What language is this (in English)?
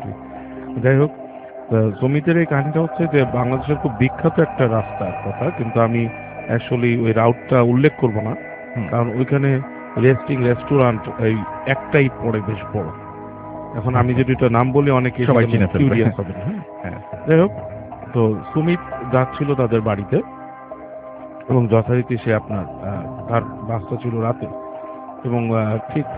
Bangla